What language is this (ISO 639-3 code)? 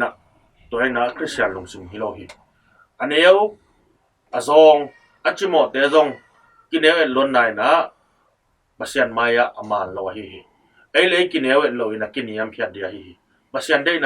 ctd